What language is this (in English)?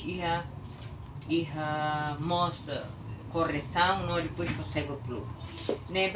Tetum